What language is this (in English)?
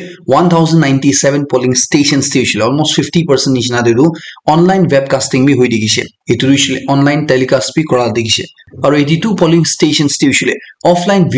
Naga Pidgin